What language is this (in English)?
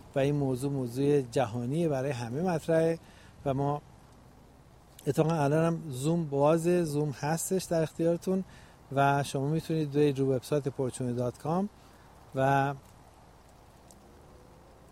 Persian